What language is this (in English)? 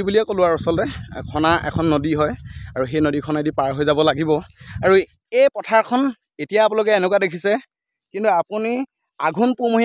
Assamese